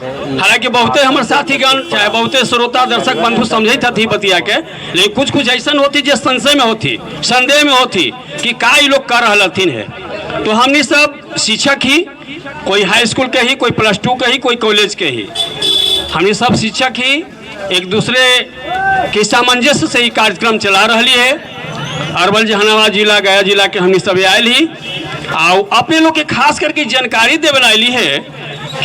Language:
Magahi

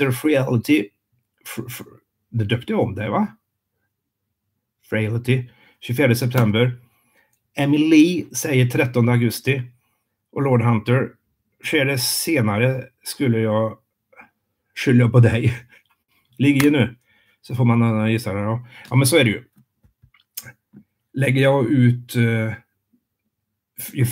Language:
Swedish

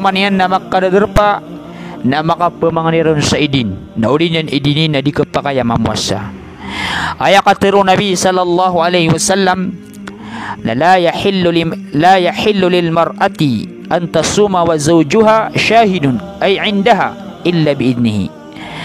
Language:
Maranao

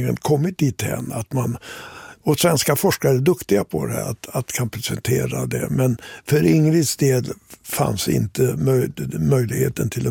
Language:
Swedish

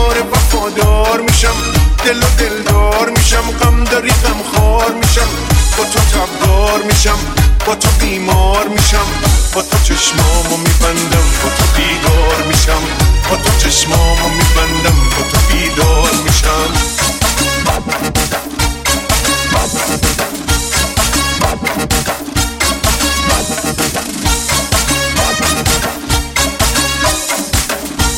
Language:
Persian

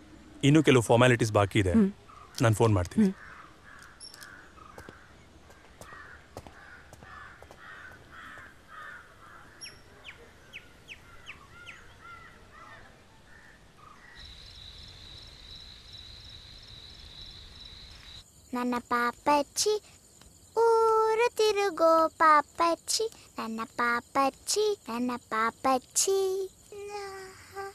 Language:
Kannada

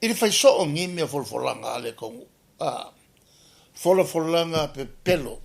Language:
Samoan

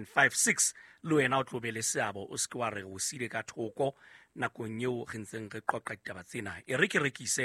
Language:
Southern Sotho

